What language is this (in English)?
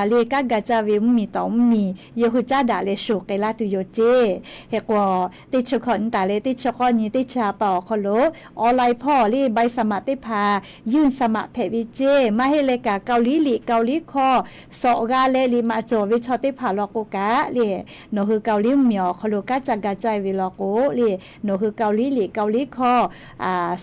Lahu